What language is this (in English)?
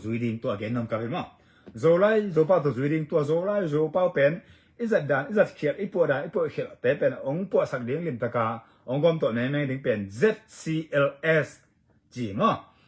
Tedim Chin